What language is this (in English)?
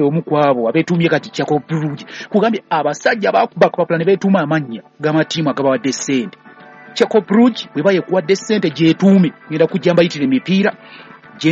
Ganda